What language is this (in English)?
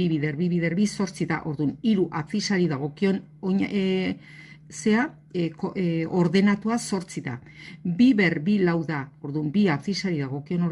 Basque